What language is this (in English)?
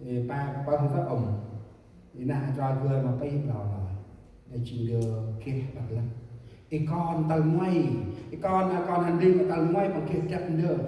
Central Mnong